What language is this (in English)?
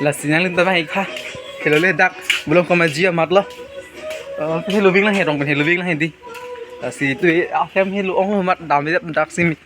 Karbi